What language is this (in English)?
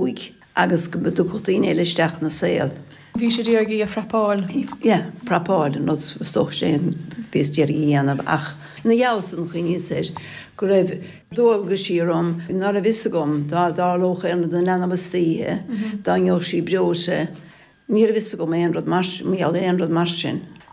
Irish